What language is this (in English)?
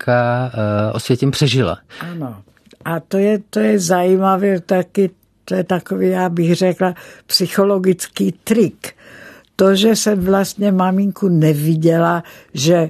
Czech